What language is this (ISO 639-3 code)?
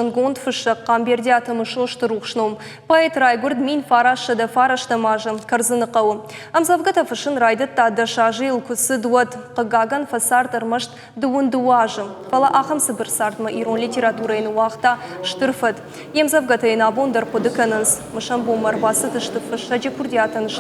oss